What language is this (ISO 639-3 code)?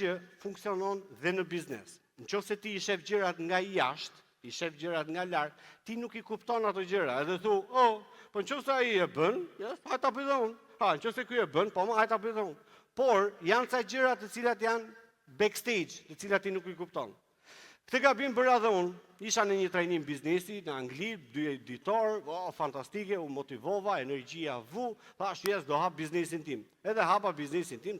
sqi